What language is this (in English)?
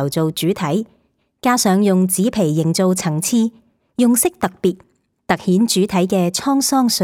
Cantonese